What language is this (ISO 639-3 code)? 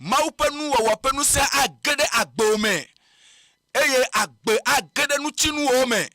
ewe